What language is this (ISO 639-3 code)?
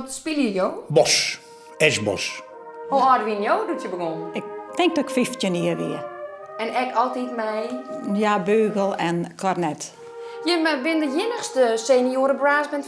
fry